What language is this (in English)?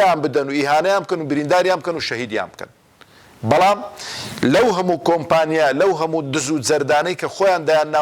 Central Kurdish